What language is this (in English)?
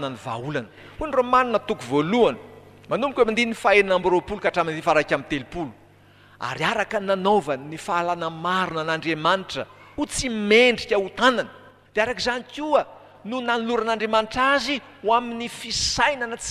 Malagasy